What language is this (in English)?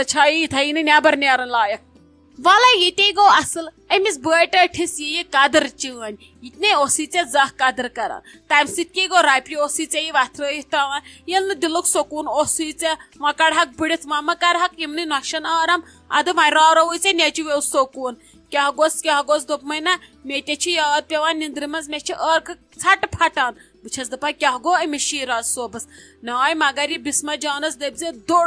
Kashmiri